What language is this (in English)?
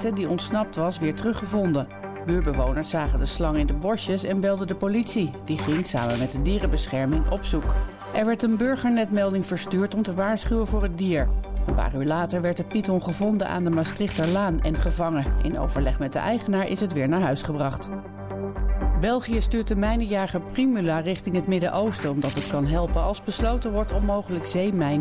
Dutch